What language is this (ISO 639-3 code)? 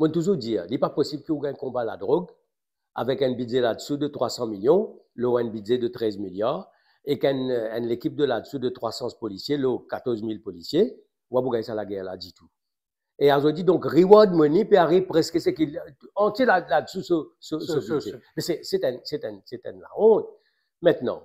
mfe